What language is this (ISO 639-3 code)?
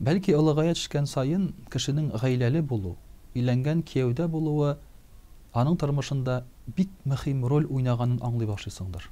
tat